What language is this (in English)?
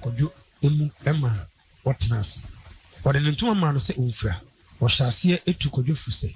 Akan